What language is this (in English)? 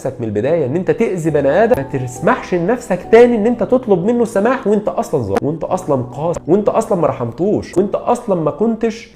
Egyptian Arabic